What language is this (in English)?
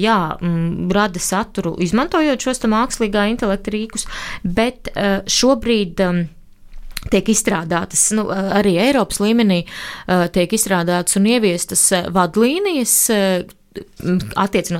Latvian